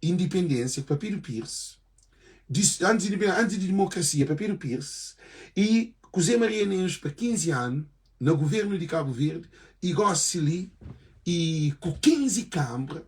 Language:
Kabuverdianu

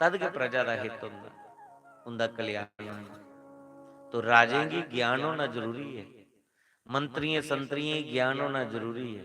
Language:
Dogri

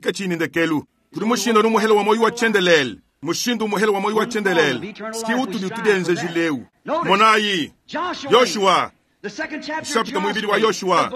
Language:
Luba-Lulua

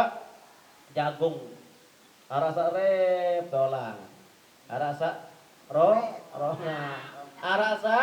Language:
Sasak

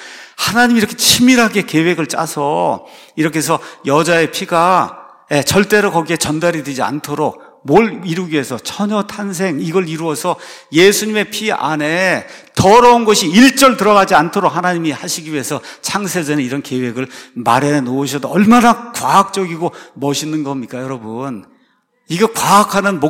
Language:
Korean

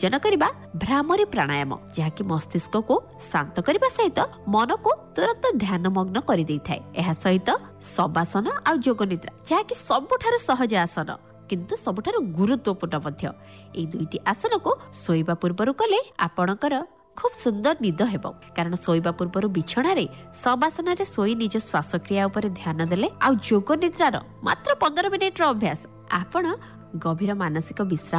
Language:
Odia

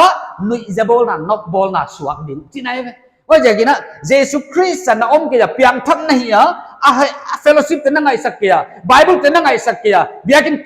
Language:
Paite Chin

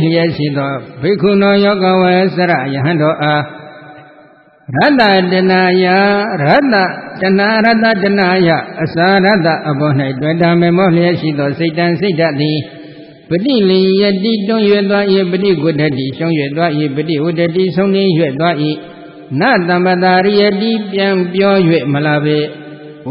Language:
Burmese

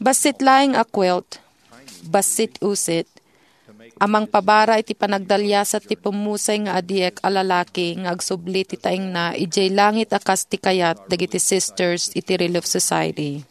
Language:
Iloko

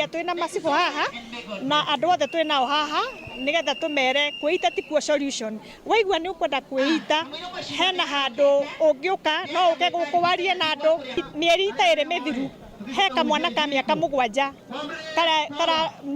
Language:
Kikuyu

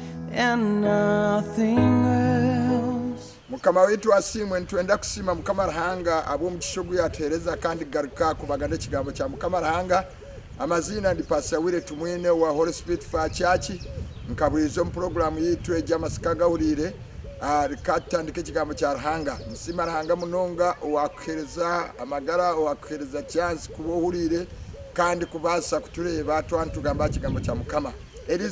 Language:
Nyankole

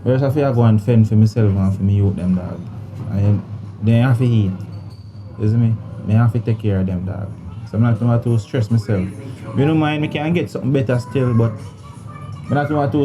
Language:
Jamaican Creole English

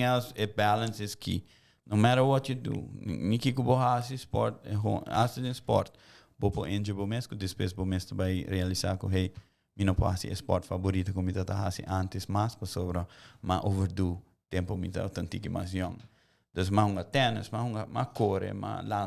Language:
Papiamento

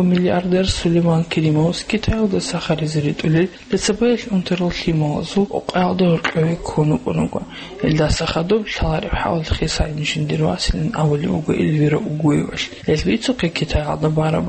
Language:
Avaric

